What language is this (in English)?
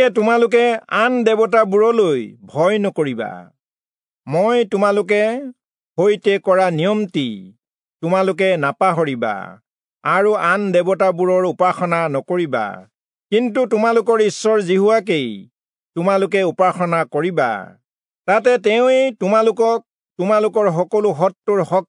Assamese